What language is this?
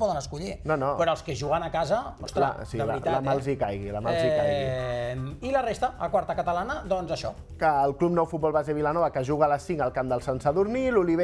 Catalan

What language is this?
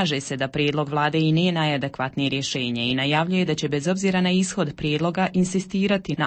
Bosnian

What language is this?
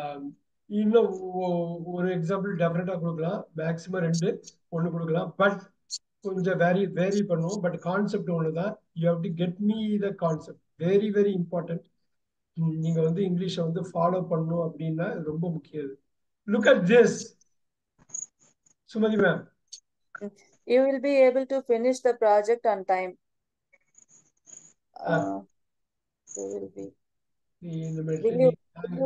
Tamil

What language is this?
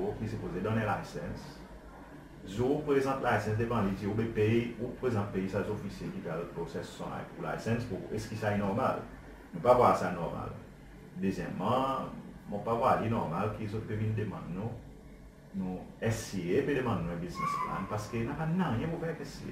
Seselwa Creole French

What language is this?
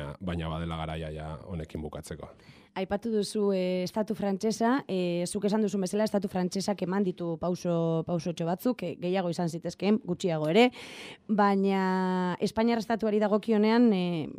Basque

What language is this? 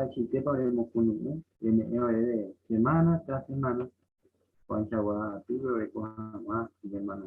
Guarani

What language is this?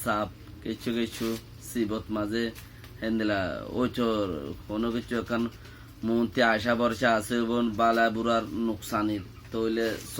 Rohingya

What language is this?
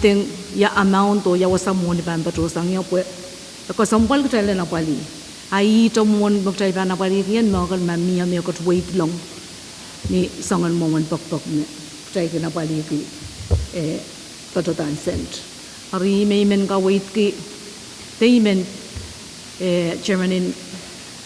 Pohnpeian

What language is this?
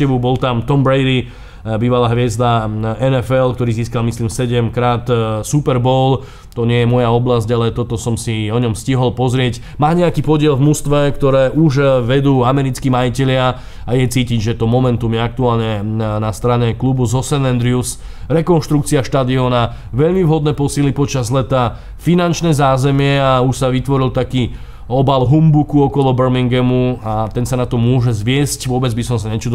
Slovak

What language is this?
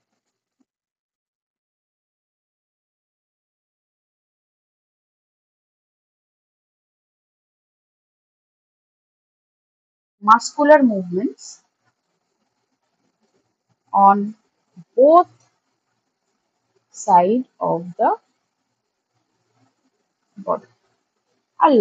Bangla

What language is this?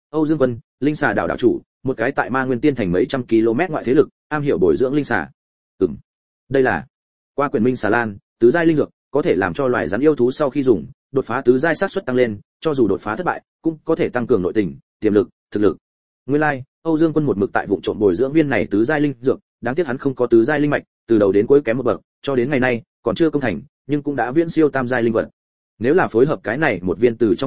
Vietnamese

